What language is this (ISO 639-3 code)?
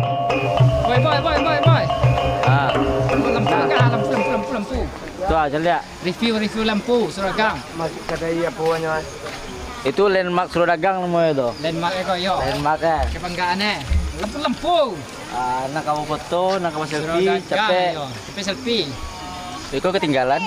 min